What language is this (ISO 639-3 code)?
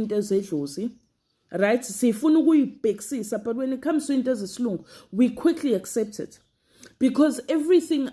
zul